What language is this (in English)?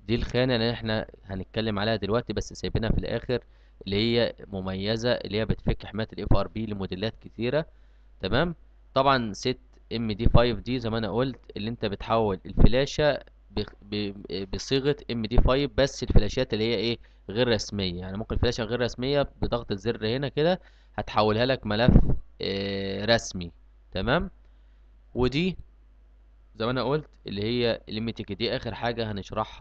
Egyptian Arabic